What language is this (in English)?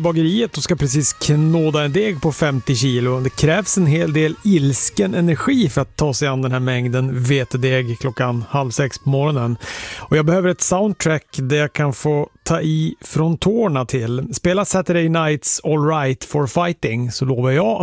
Swedish